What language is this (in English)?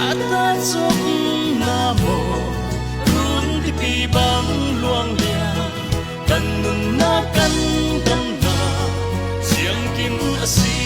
Falam Chin